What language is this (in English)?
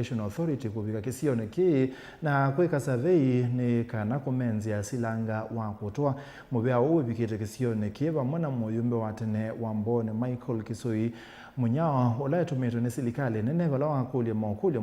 Kamba